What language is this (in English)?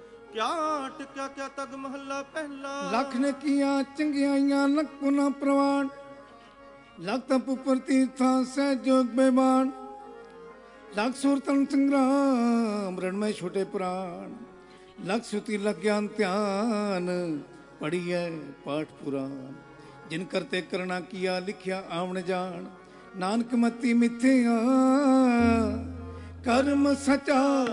Punjabi